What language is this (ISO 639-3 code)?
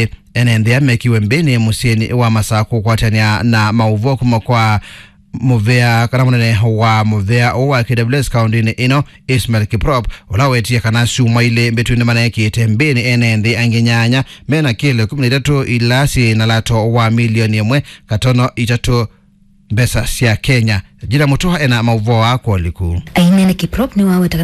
kam